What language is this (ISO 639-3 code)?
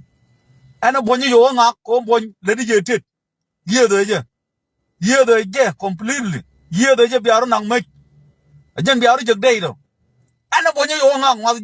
nus